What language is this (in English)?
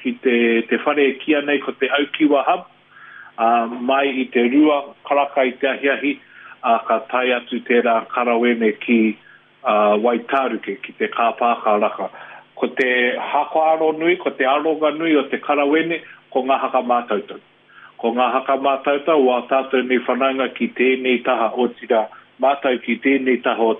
Māori